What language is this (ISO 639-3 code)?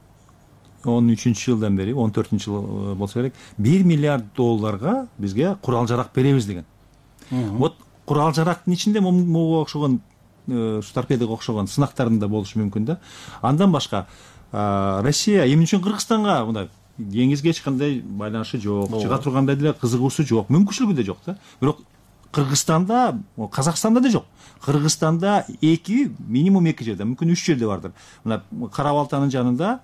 kir